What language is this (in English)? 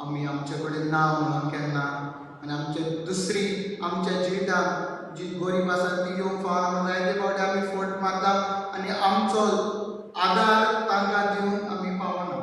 Konkani